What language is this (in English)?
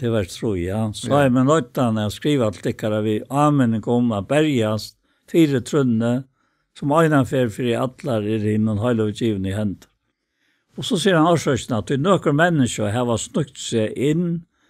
Faroese